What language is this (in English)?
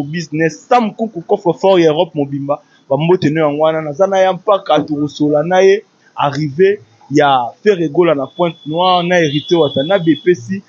Lingala